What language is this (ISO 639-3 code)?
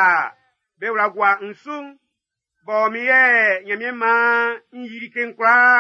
bci